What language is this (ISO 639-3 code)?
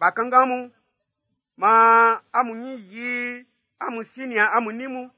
bci